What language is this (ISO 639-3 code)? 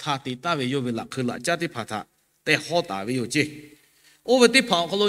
lhu